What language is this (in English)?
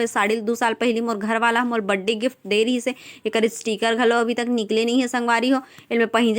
Chhattisgarhi